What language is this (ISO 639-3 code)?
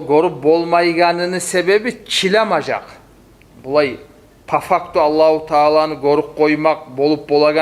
kum